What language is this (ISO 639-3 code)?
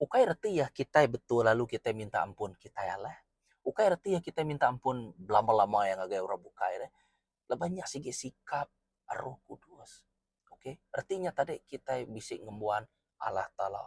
iba